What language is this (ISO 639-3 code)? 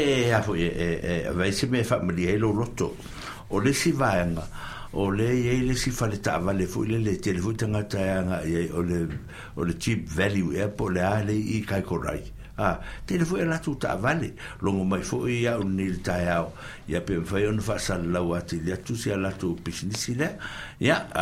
smo